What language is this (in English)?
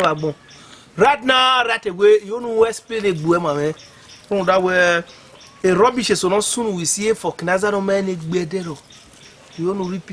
Bini